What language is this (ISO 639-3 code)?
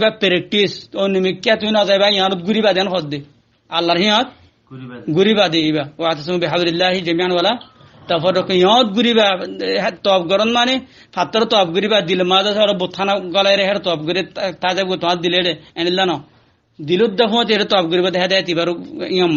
rhg